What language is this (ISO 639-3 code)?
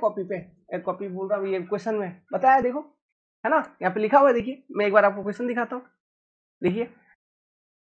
hin